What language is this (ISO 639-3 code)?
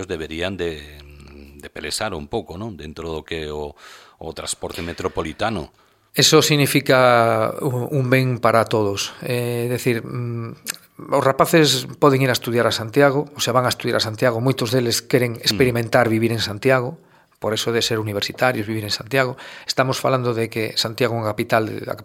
glg